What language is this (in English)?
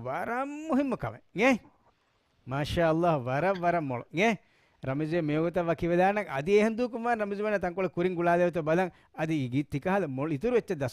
Divehi